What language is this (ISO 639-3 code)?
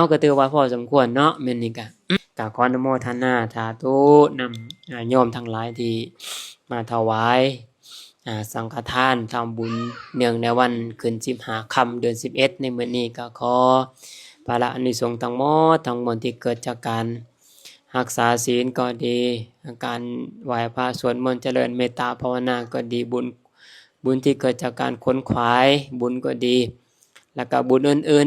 lao